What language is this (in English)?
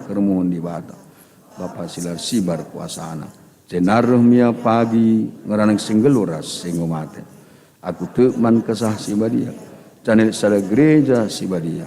Batak Karo